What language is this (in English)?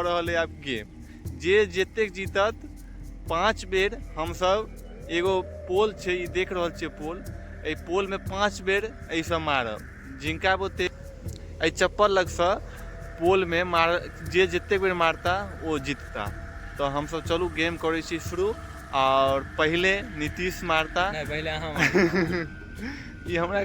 Maithili